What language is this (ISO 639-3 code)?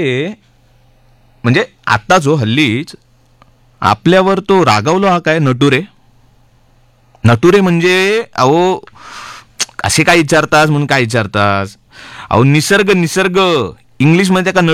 mar